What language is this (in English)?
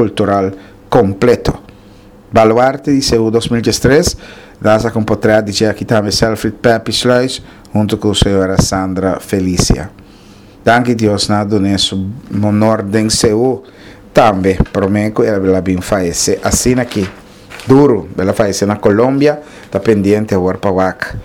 Papiamento